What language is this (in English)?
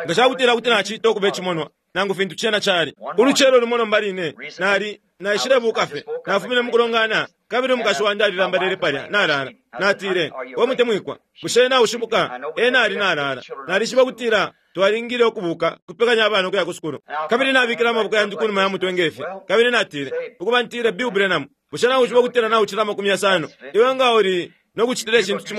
Bemba